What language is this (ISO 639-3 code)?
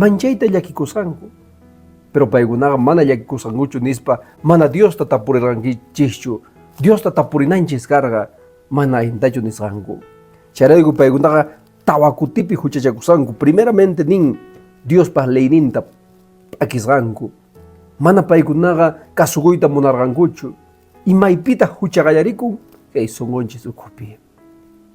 que